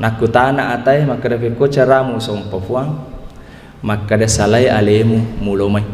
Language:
Buginese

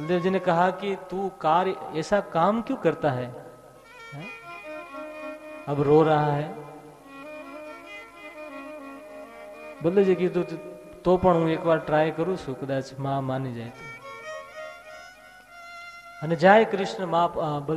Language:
Gujarati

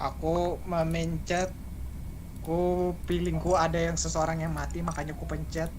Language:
Banjar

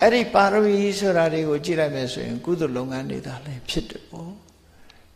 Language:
Burmese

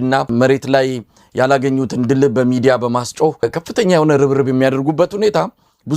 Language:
Amharic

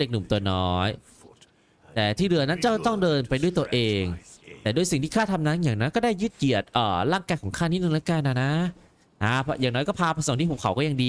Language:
Thai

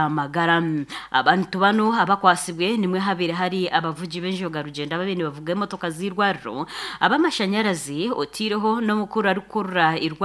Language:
Nyankole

